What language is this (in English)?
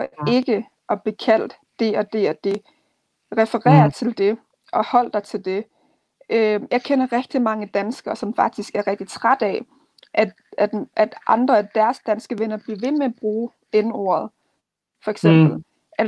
Danish